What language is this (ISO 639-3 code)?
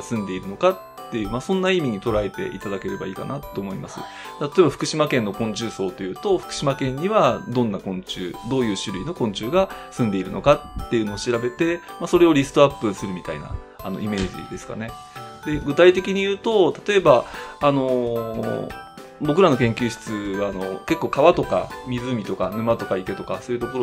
jpn